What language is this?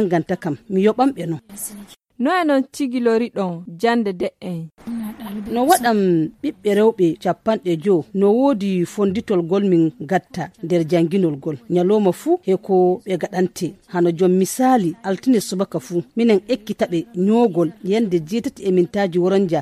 Nigerian Fulfulde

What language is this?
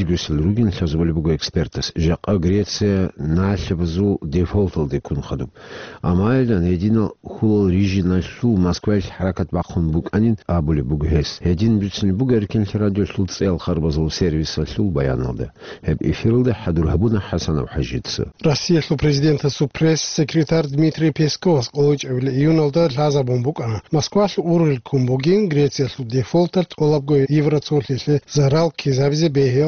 Avaric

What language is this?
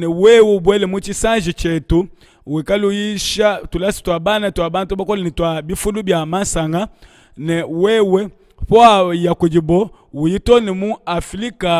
Luba-Lulua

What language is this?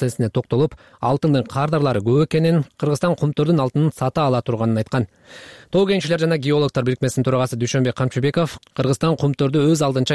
Kyrgyz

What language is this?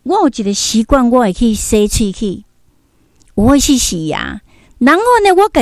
Min Nan Chinese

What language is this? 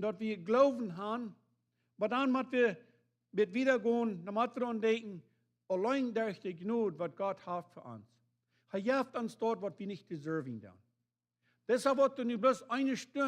Plautdietsch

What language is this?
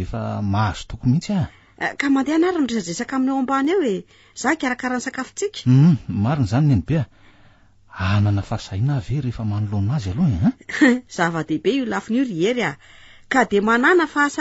Malagasy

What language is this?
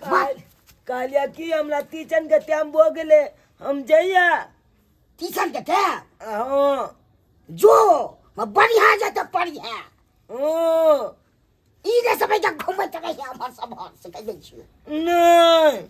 Maithili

